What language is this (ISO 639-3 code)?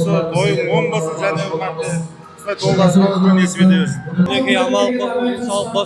kaa